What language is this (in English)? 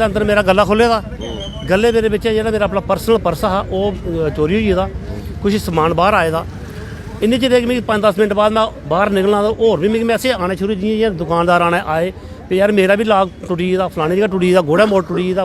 Dogri